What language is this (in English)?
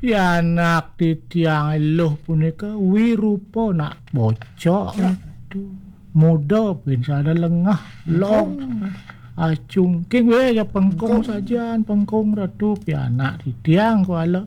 Balinese